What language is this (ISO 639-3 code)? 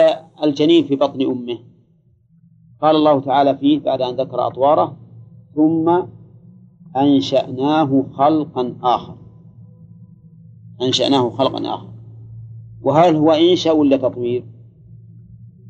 ara